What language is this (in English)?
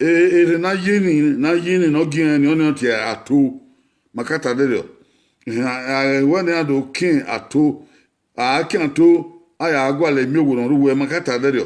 Bini